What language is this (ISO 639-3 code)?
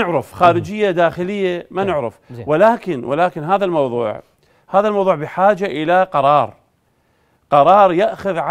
acm